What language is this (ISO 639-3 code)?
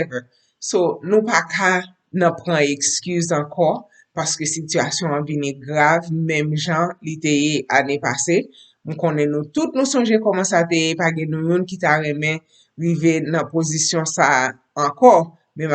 hat